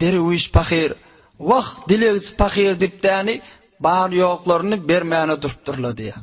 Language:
Turkmen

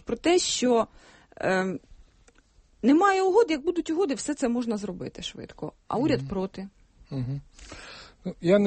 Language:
Ukrainian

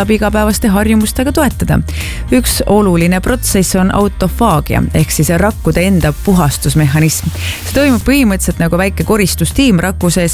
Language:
Estonian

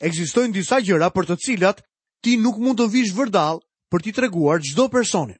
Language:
Albanian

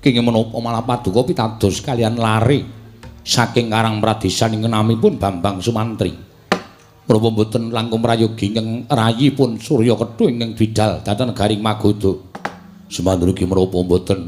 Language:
Javanese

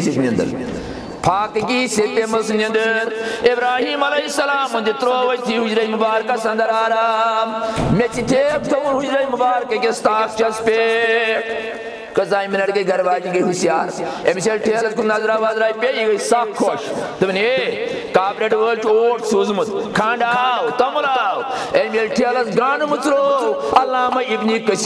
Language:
Kashmiri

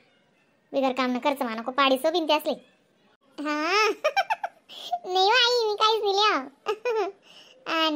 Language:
Khandesi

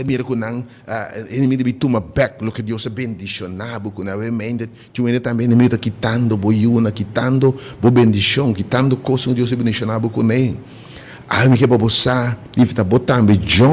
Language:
Papiamento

